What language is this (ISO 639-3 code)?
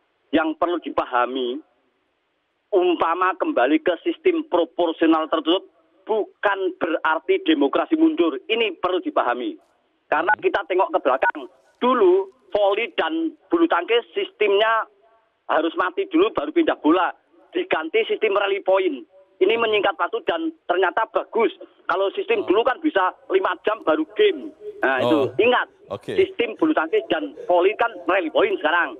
ind